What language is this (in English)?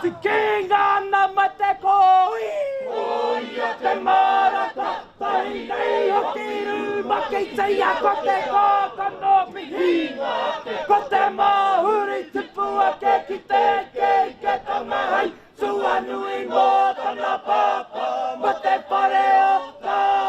Māori